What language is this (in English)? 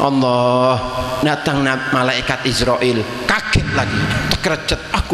Madurese